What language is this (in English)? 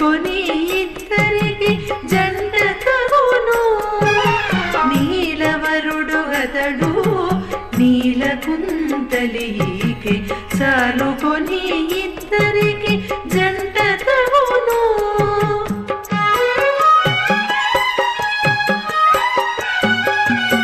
Telugu